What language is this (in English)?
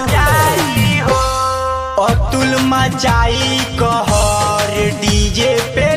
Bhojpuri